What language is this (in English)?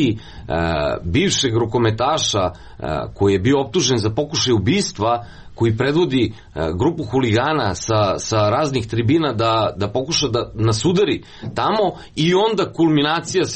Serbian